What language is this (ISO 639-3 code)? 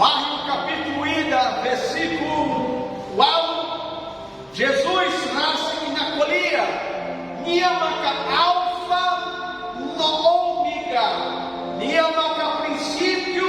tet